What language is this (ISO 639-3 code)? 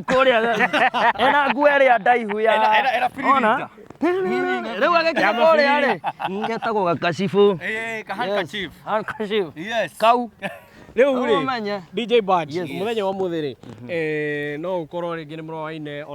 kik